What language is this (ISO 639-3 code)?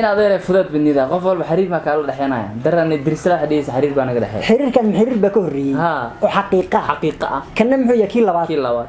som